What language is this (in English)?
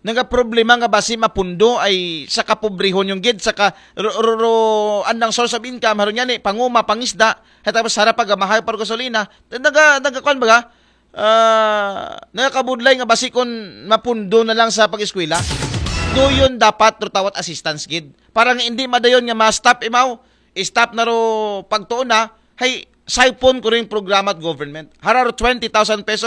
Aklanon